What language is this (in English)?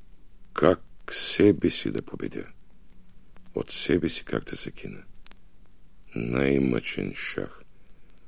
Bulgarian